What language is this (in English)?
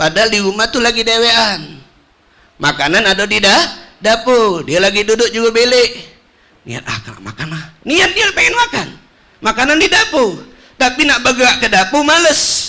Musi